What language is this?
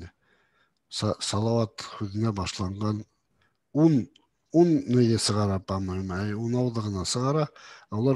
Bashkir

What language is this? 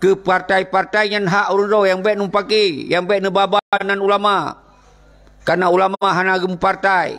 Achinese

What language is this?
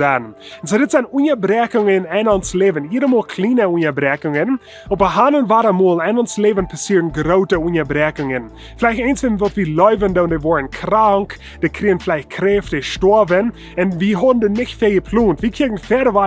Plautdietsch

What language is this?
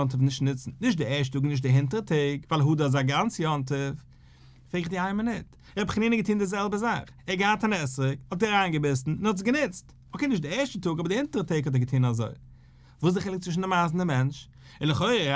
Yiddish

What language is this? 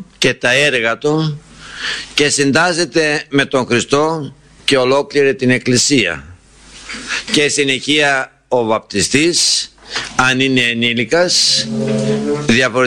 Greek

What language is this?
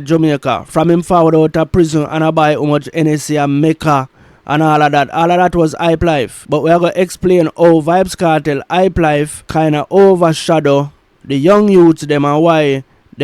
Jamaican Creole English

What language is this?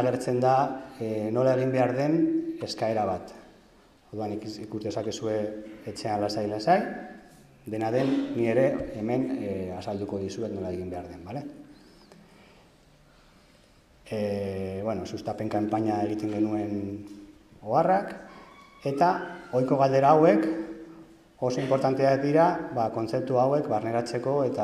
Basque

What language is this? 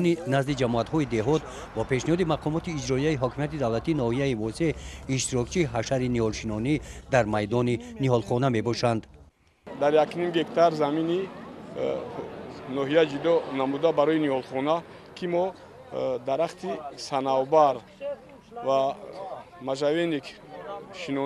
Tajik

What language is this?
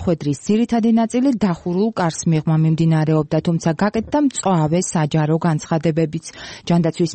Georgian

